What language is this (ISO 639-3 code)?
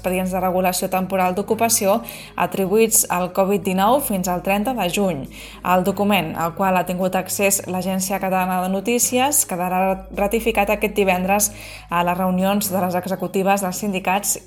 cat